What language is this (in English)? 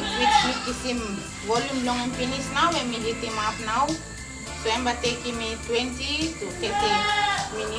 Tok Pisin